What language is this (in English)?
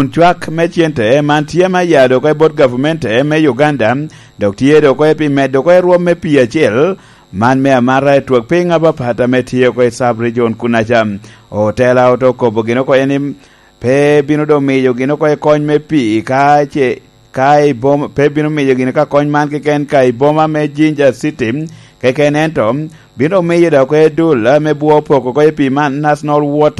Lango (Uganda)